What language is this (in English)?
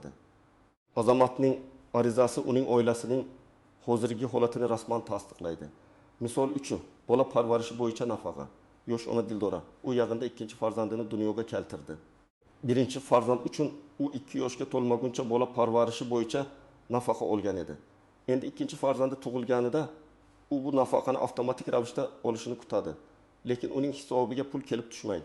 Uzbek